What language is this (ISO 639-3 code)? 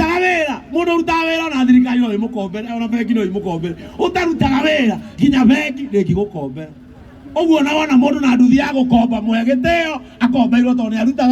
kik